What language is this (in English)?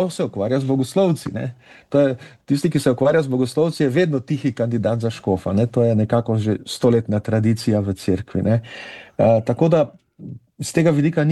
Slovenian